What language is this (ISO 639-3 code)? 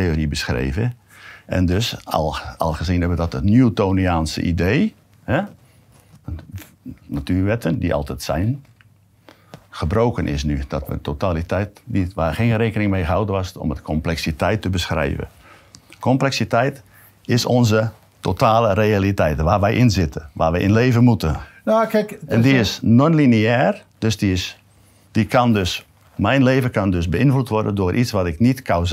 nld